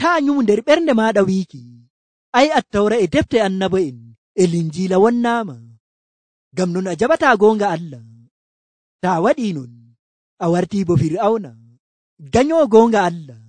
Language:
Nigerian Fulfulde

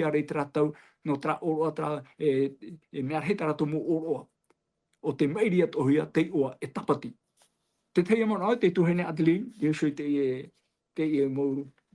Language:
Tahitian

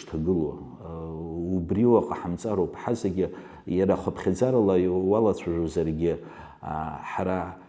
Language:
Abkhazian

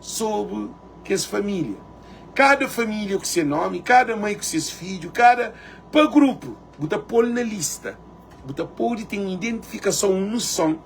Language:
Kabuverdianu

